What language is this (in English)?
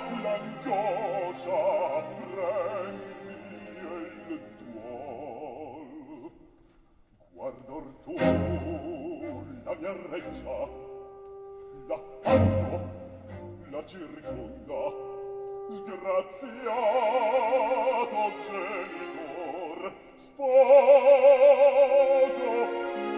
Italian